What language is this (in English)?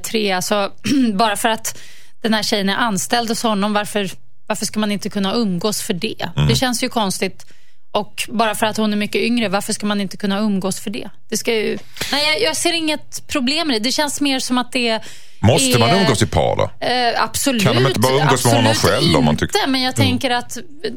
Swedish